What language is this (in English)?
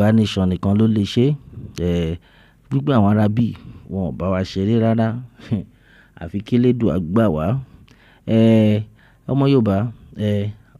Yoruba